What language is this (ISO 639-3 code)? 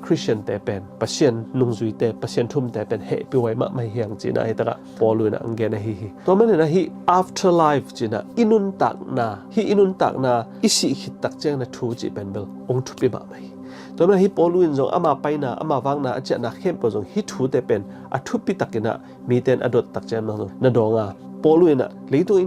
ctd